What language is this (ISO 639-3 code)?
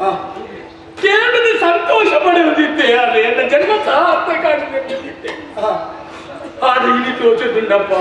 tcy